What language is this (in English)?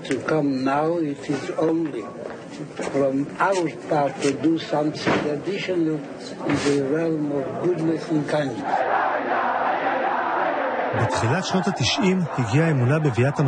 Hebrew